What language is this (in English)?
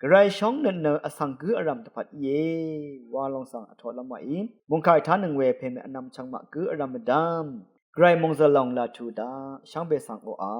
Rawang